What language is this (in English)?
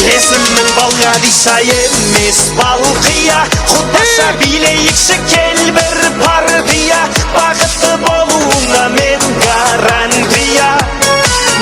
Kara-Kalpak